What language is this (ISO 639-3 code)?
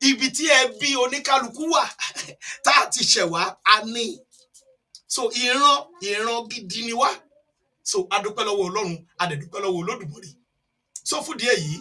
yor